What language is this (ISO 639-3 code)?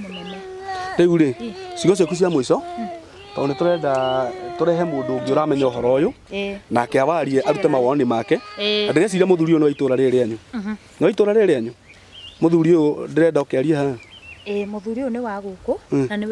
kik